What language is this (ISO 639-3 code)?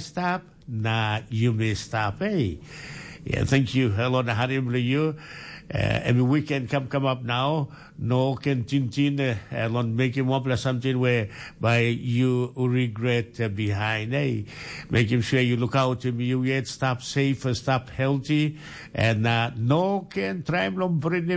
tpi